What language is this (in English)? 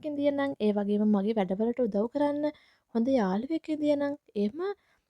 Sinhala